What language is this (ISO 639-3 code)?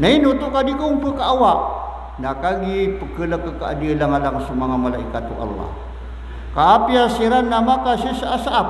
mrw